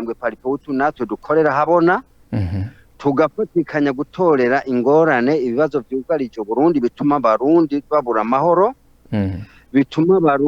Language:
Rundi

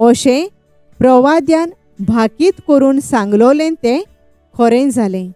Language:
Konkani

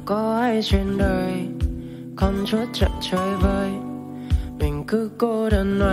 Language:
Vietnamese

